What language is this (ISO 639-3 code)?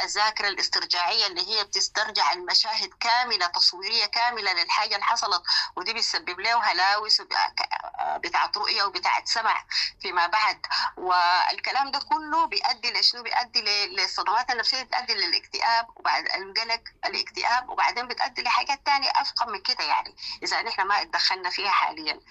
apd